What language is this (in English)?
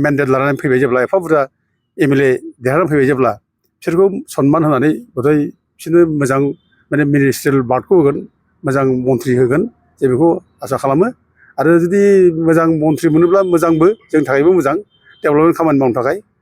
Bodo